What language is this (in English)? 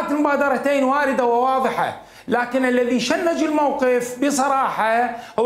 Mesopotamian Arabic